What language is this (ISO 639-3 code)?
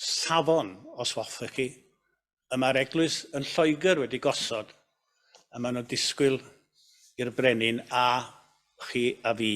cym